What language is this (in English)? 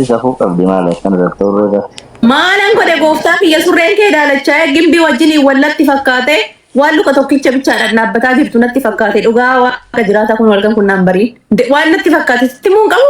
Oromo